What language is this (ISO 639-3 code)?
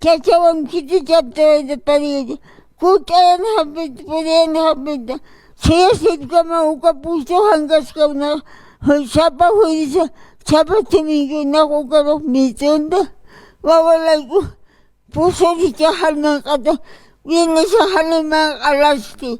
aym